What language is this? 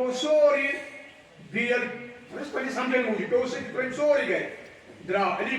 Kashmiri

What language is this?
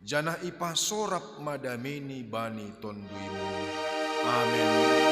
Batak Simalungun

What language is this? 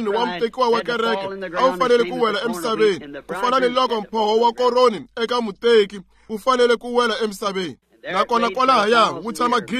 Tsonga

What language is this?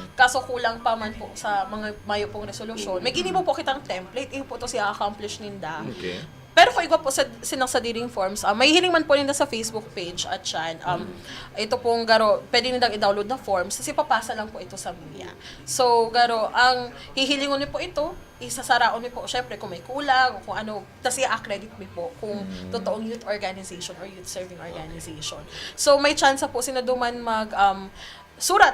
Bikol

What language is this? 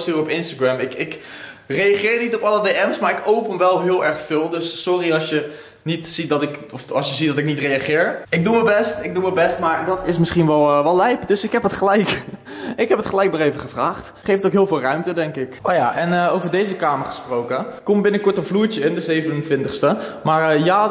Dutch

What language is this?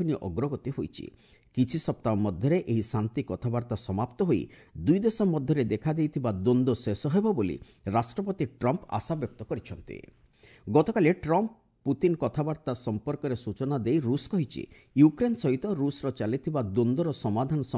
Odia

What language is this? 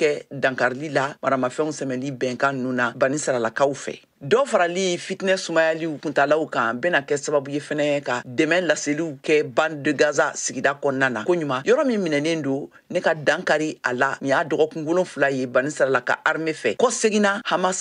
Bambara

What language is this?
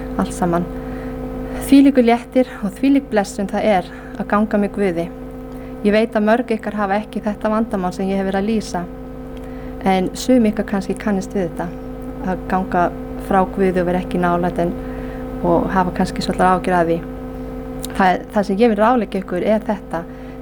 Icelandic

